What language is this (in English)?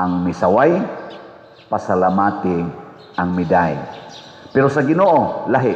Cebuano